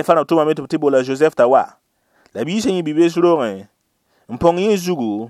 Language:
Mossi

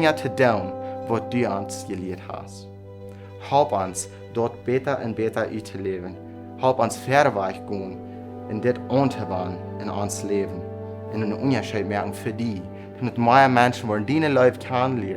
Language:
Plautdietsch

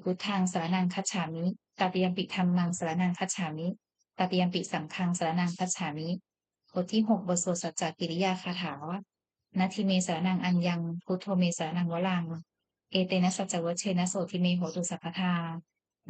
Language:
Pali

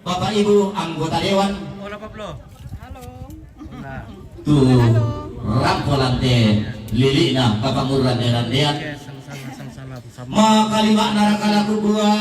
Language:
Toraja-Sa'dan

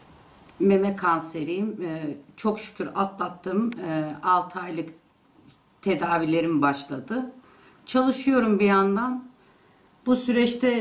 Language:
Turkish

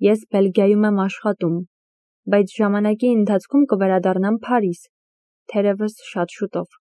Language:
Armenian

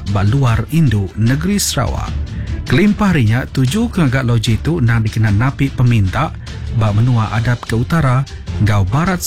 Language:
Iban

